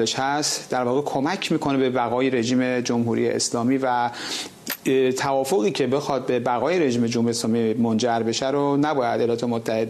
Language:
Persian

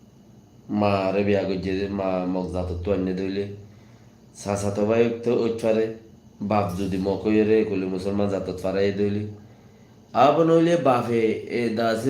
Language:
Rohingya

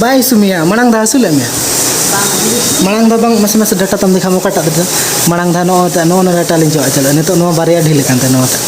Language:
Santali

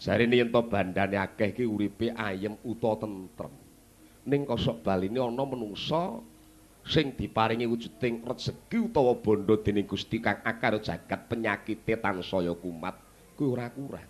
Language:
Javanese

